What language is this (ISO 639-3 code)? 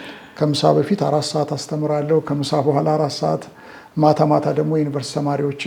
amh